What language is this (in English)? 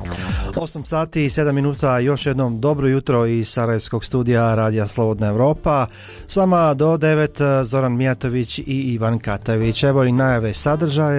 Bosnian